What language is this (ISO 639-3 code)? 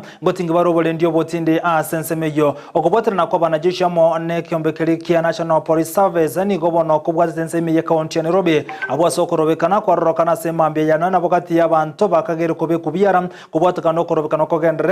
guz